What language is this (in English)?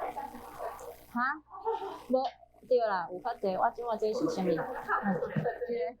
Min Nan Chinese